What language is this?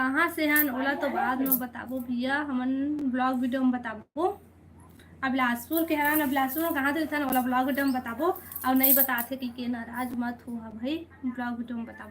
Chhattisgarhi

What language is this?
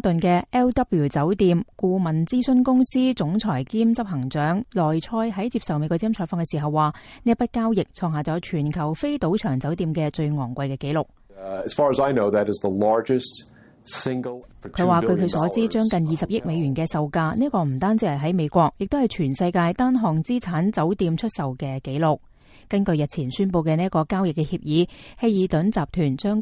Cantonese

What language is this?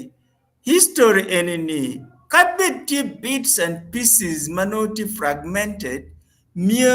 Acoli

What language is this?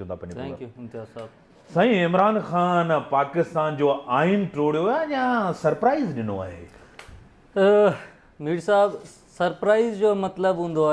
Sindhi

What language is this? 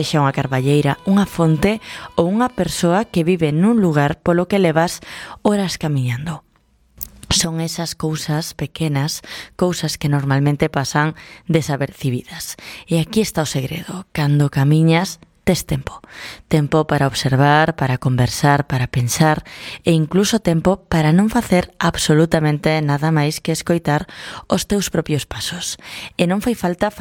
Galician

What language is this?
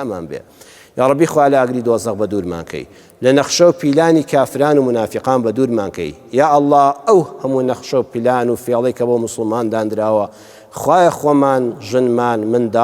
Central Kurdish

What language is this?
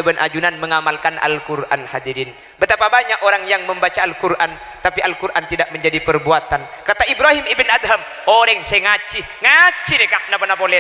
Madurese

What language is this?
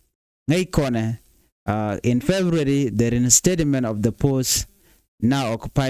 Nuer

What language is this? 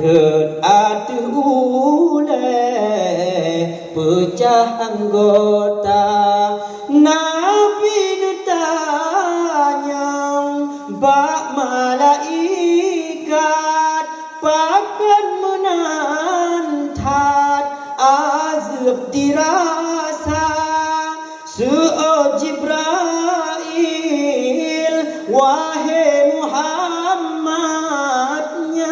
Achinese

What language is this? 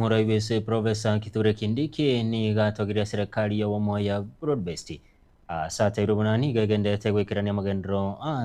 Gusii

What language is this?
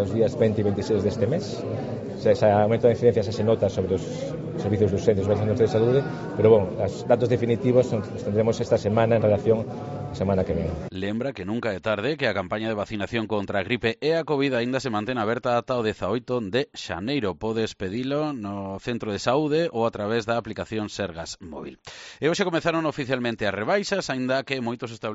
Galician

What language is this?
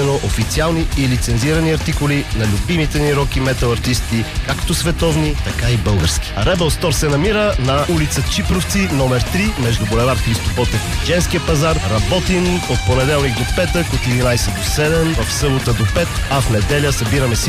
Bulgarian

